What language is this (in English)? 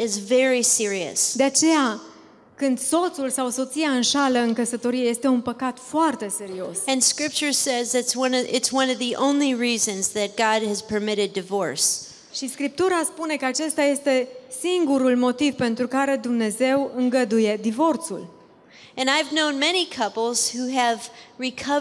Romanian